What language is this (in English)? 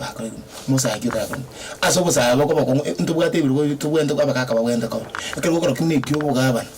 Gusii